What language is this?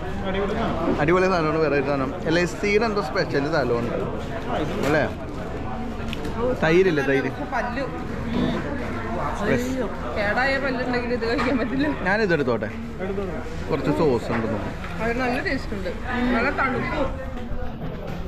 Malayalam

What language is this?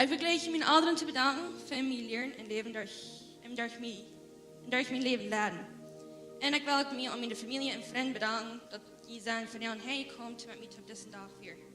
Plautdietsch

